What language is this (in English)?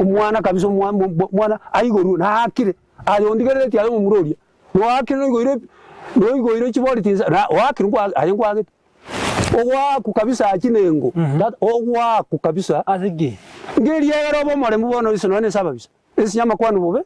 Gusii